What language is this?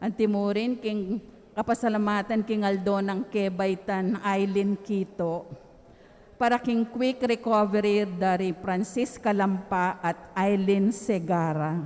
Pampanga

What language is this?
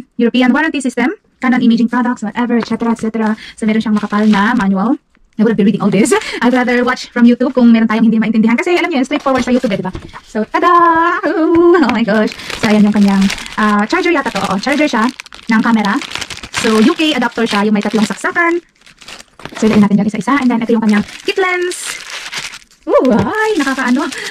Filipino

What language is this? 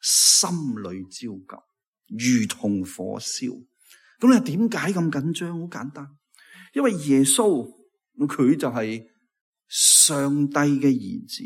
Cantonese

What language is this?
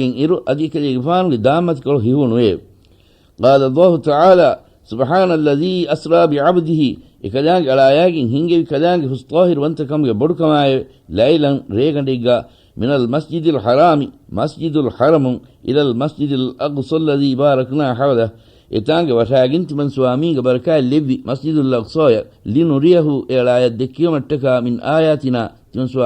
Divehi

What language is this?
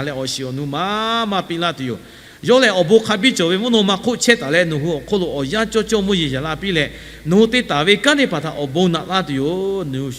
Lahu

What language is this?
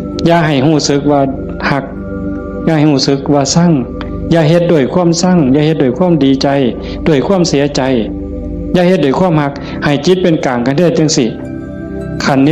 Northeastern Thai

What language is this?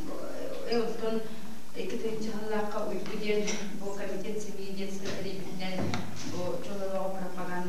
Yakut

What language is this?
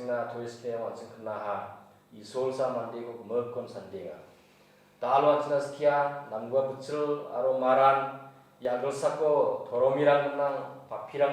Garo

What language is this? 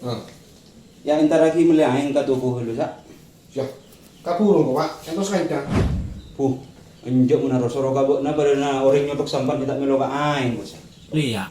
Madurese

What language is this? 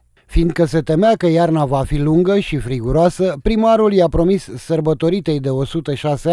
Romanian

